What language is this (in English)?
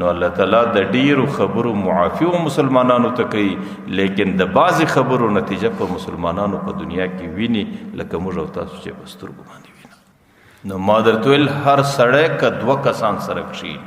Pashto